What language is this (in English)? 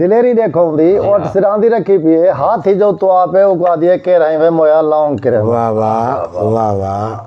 Saraiki